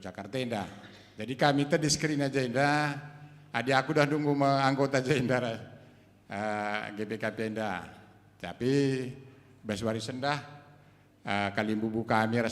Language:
Batak Karo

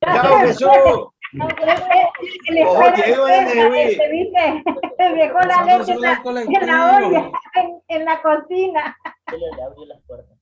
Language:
Guarani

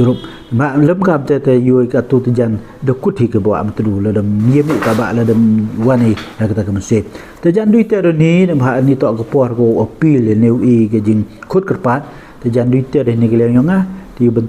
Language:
Pnar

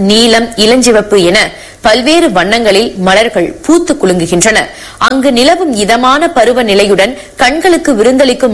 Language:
Tamil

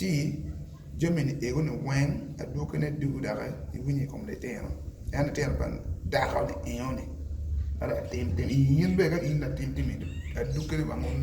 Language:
Acoli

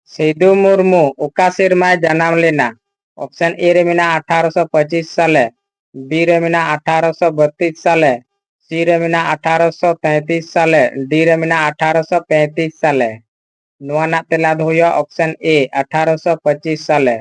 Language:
Santali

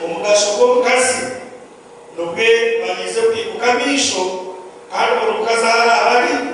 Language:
Nyankole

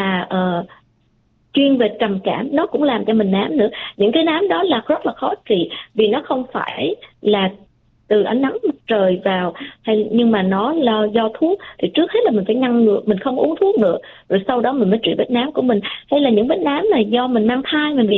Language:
Vietnamese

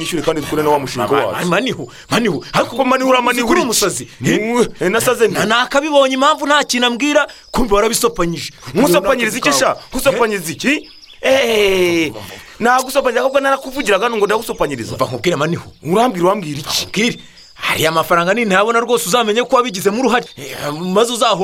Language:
Kinyarwanda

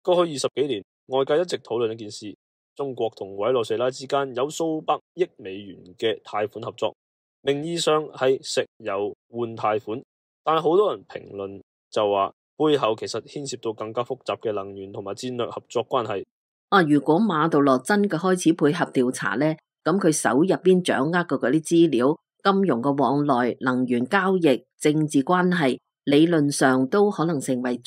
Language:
Cantonese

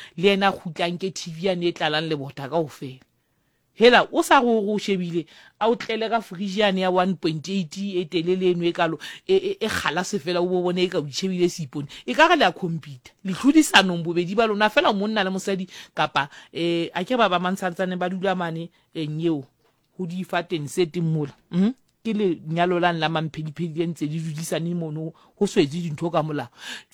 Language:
Southern Sotho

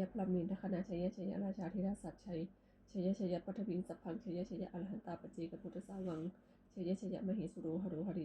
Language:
Pali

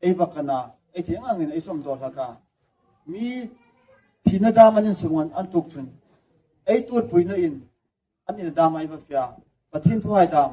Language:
Hmar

